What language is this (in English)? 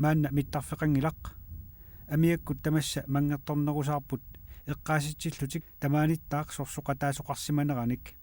Kalaallisut